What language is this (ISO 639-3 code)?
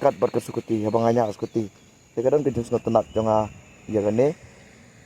kha